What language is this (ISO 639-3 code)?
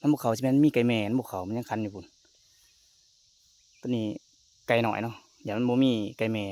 lao